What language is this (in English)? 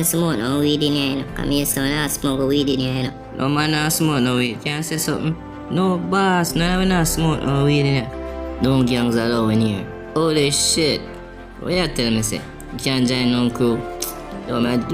Jamaican Creole English